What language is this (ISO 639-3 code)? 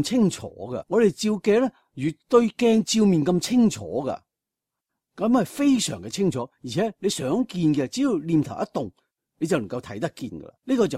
yue